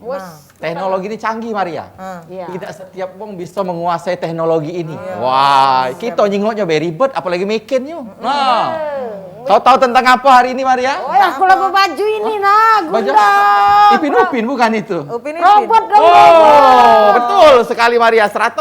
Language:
Musi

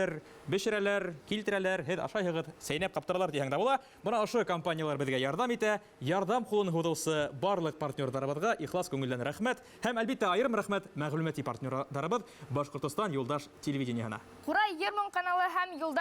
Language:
Bashkir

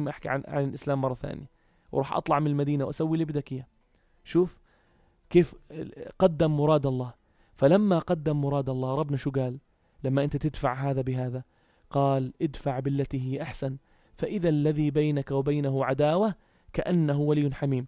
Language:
North Levantine Arabic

